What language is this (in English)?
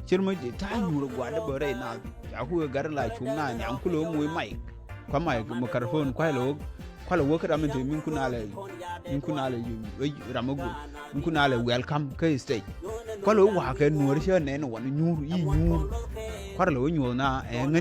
Nuer